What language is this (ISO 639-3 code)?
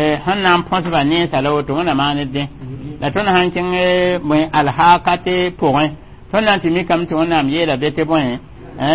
mos